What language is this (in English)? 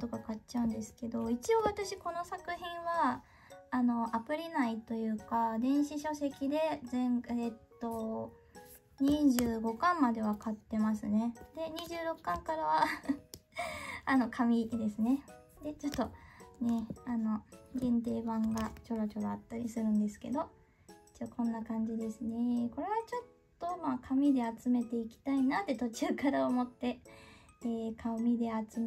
Japanese